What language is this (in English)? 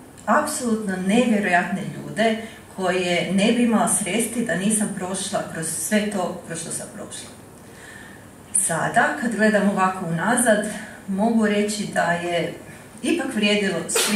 Croatian